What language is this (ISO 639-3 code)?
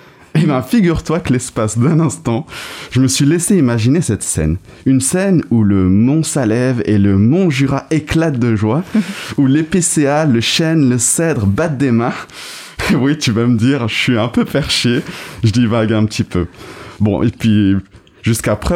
fra